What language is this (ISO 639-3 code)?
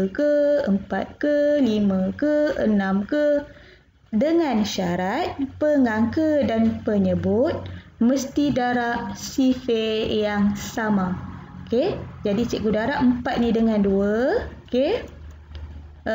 msa